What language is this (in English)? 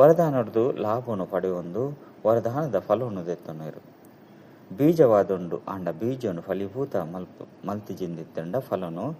Tulu